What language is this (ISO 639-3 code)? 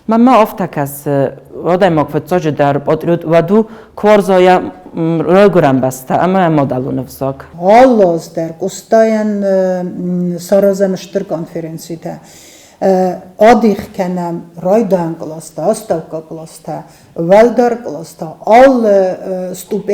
oss